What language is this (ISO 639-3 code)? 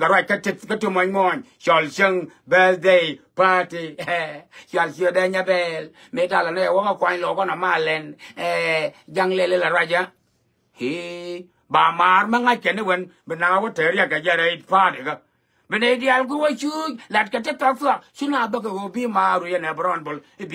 nus